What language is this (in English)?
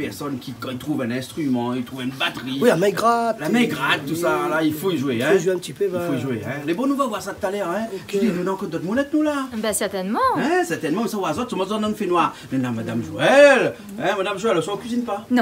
Réunion Creole French